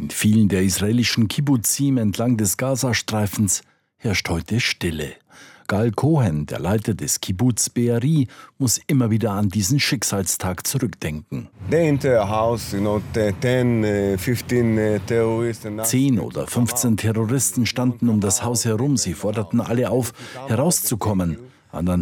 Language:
German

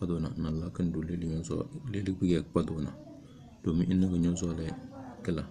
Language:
Tem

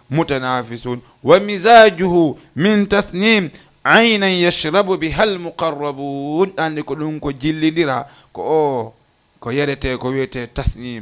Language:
Fula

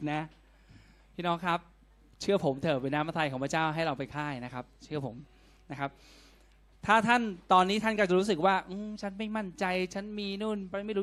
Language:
Thai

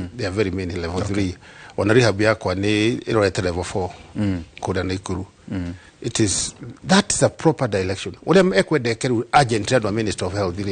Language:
Kikuyu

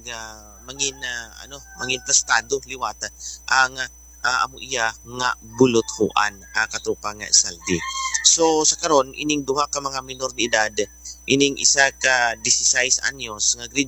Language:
Hiligaynon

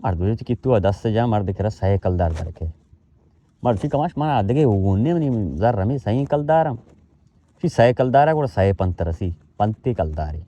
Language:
Baluchi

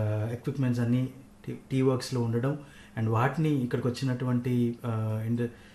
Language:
Telugu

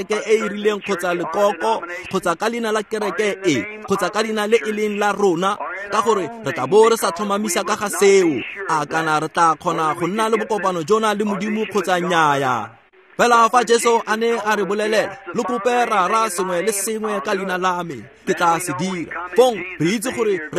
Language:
Tswana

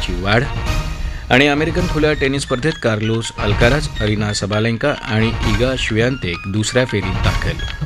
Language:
Marathi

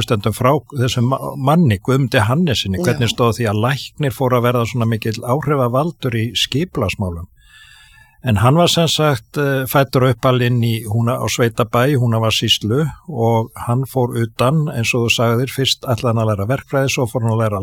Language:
Icelandic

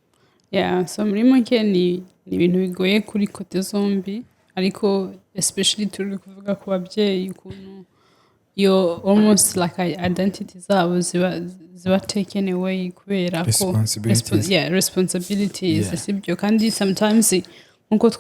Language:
Kinyarwanda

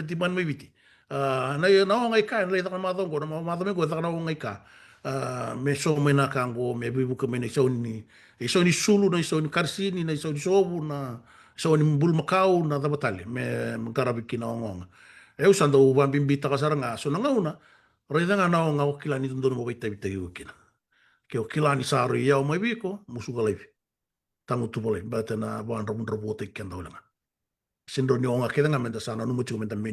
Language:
Fijian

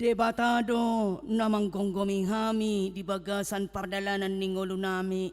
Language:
Batak Toba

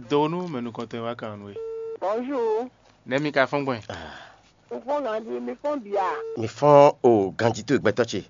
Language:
Fon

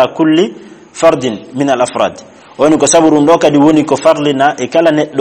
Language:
Fula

